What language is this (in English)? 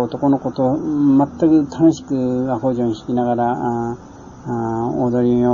Japanese